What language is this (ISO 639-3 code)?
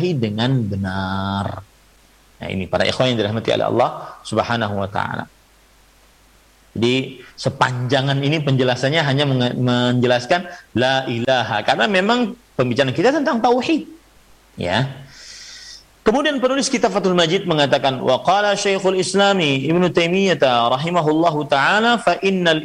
ind